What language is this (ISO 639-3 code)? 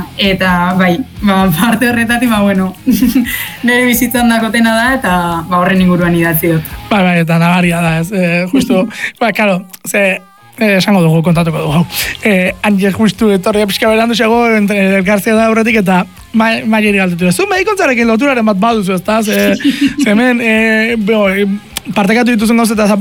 eus